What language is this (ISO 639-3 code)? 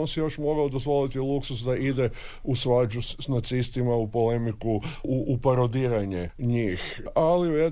hrv